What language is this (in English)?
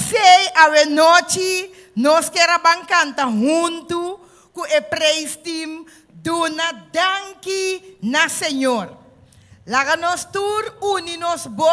Papiamento